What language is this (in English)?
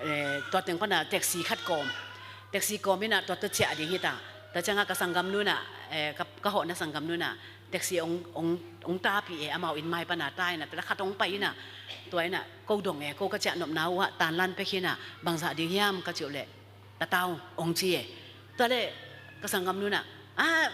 Tedim Chin